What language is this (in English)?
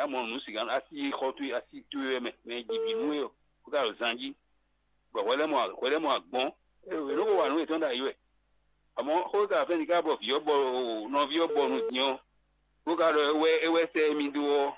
Fon